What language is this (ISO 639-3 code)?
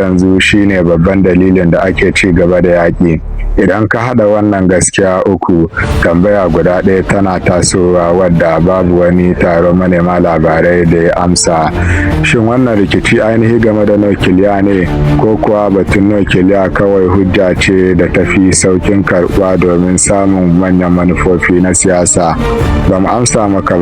hau